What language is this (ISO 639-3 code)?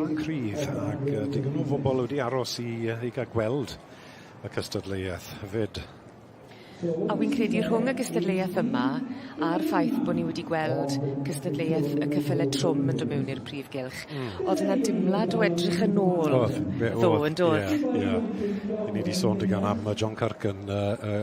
cym